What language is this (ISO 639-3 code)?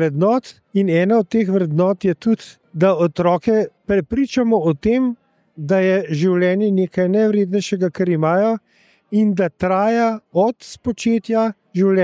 slv